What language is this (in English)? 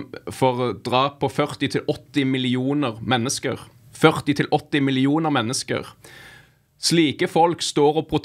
Norwegian